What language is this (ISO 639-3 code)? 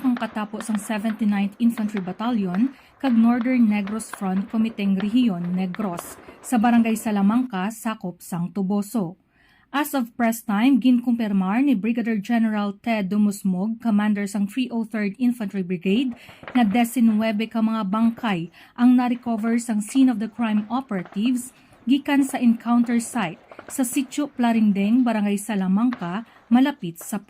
hil